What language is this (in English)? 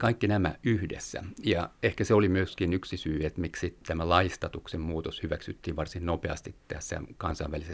Finnish